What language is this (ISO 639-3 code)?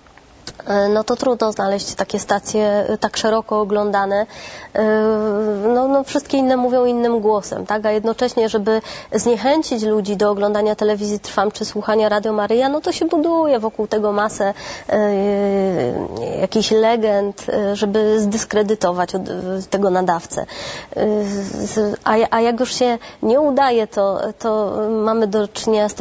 pol